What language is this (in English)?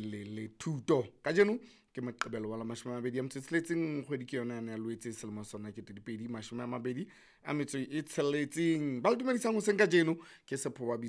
Southern Sotho